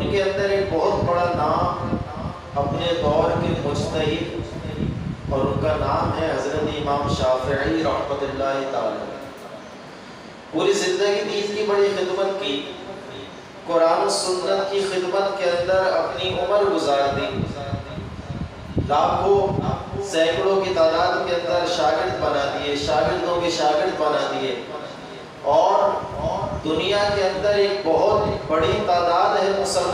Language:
Urdu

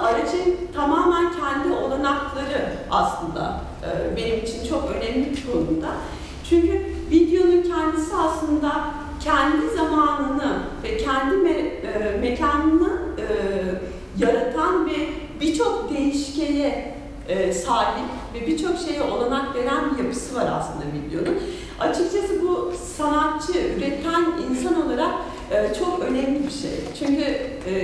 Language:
Turkish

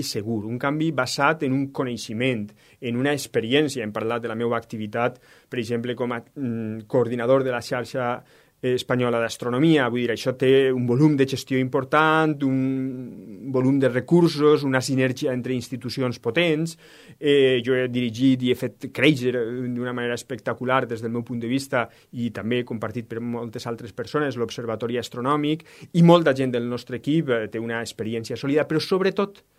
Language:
Catalan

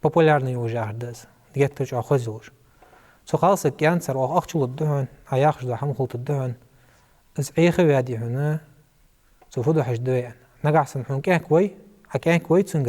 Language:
Ingush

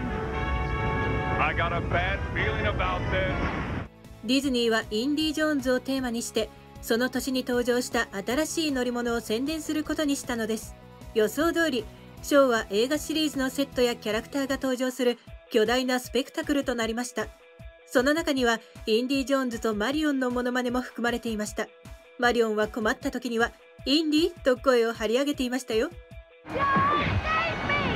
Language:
Japanese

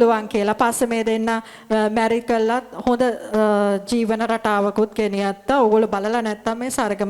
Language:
Sinhala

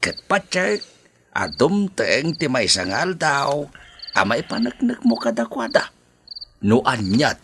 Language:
Iloko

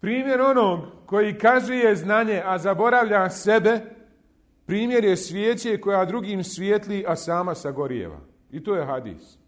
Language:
Bosnian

